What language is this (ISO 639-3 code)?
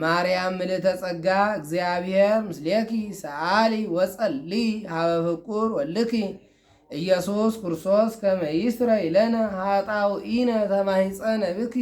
amh